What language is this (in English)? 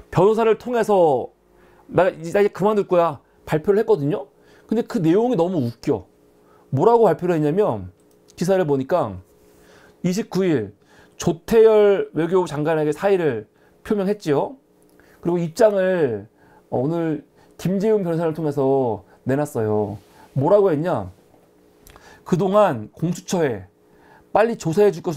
Korean